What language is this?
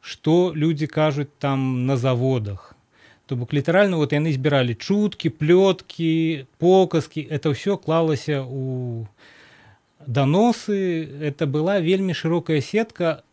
Belarusian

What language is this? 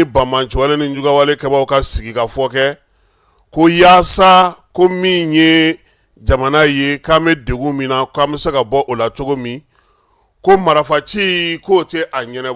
Bambara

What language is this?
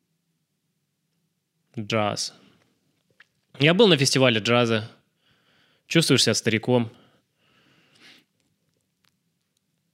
Russian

